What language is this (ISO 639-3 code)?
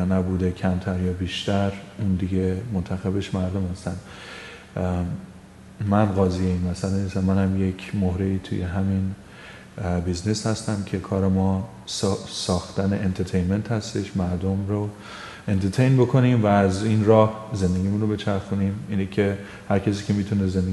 fas